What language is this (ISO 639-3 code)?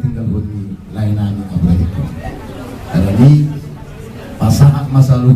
bbc